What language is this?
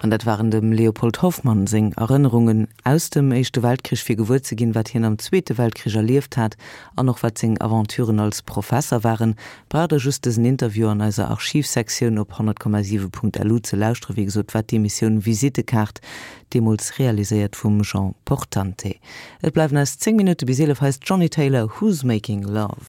Luxembourgish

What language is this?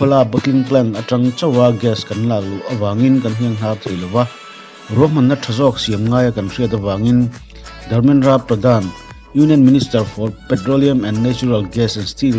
Mizo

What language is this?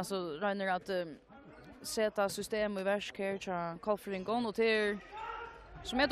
Faroese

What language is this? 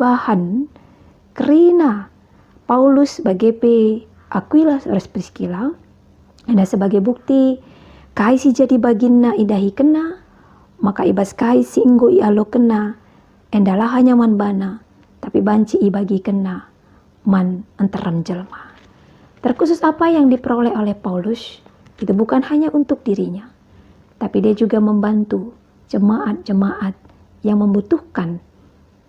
Batak Karo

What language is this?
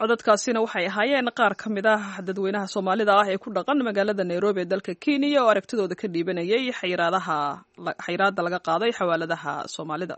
Somali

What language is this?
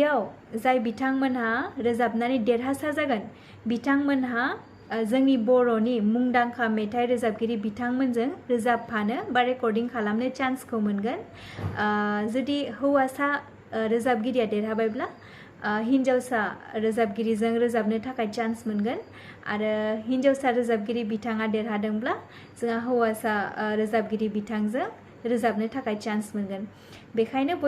Bodo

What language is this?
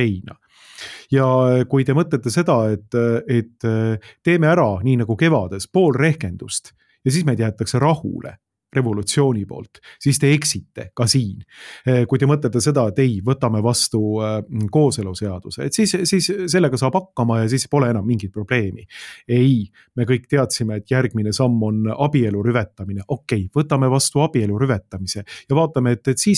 Estonian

